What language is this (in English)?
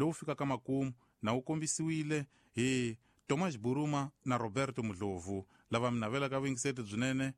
Tsonga